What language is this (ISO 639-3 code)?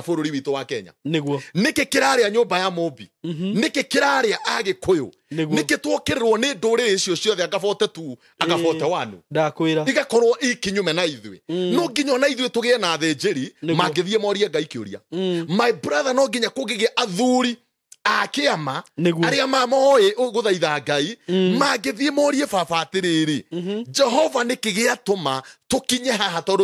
kik